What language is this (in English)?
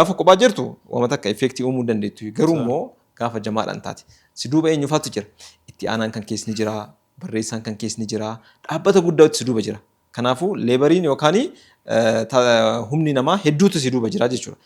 Oromo